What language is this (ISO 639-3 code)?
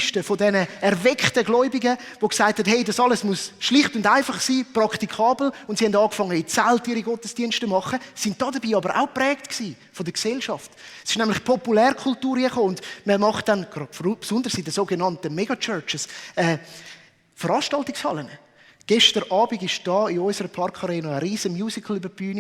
gsw